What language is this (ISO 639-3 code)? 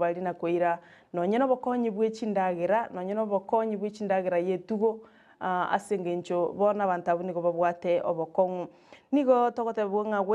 guz